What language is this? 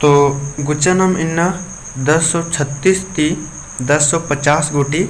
Kurukh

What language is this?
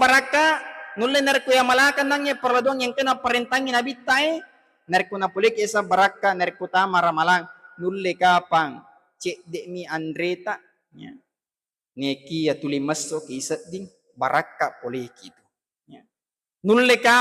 Buginese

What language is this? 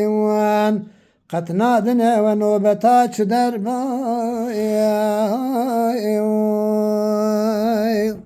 Kurdish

